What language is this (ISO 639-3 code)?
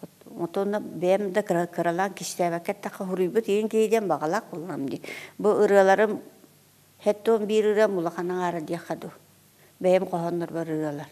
sah